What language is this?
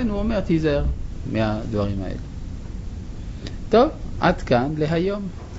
Hebrew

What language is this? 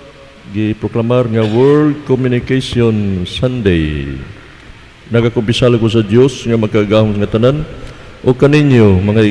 Cebuano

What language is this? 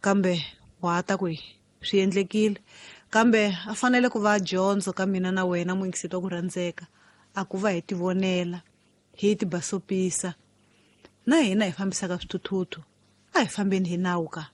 Tsonga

